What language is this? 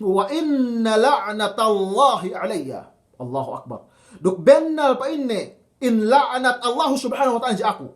Yakan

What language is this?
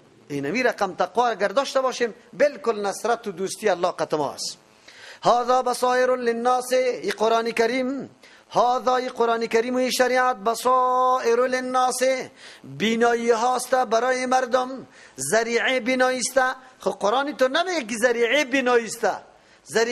Persian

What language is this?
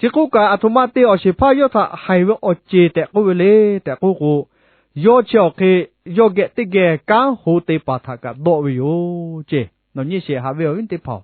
Lahu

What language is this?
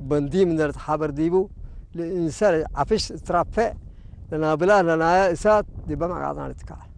Tigre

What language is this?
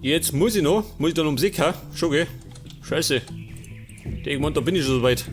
Bavarian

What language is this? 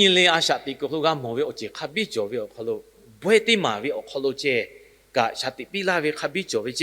Lahu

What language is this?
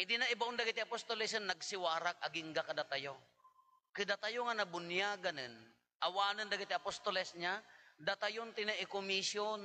Iloko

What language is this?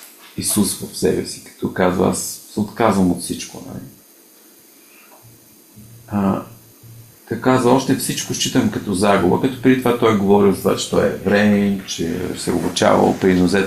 Bulgarian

